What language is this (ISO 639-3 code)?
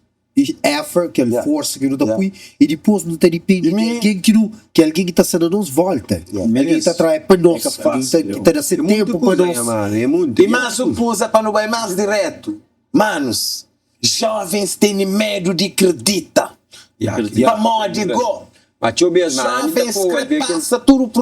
kea